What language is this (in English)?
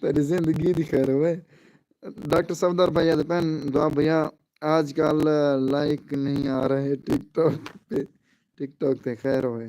Saraiki